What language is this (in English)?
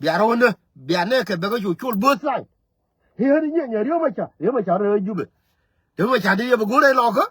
Nuer